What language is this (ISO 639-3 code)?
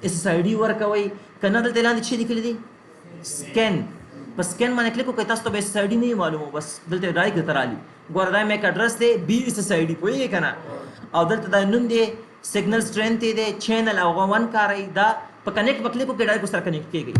pus